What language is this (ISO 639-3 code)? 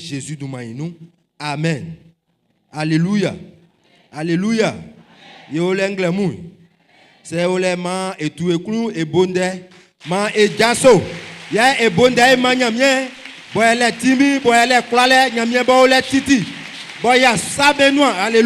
bci